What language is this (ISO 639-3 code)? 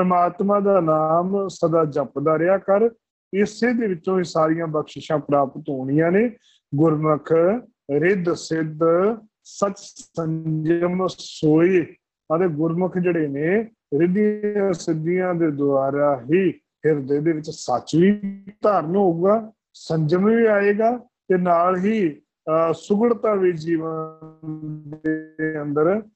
pan